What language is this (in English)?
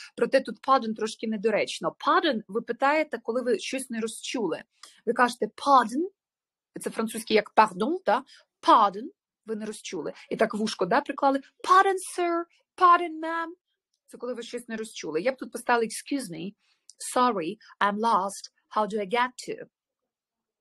Ukrainian